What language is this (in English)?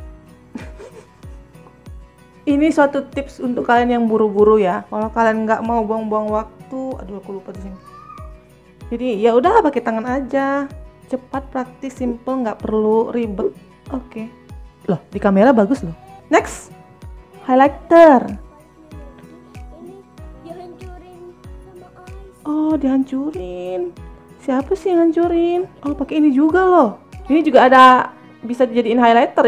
Indonesian